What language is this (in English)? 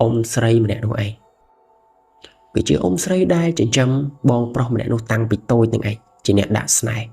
Khmer